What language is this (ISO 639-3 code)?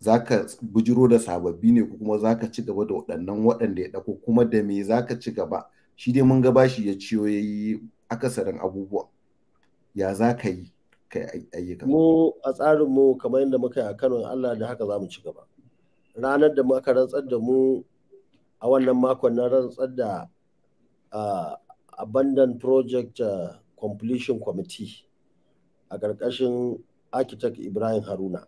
hau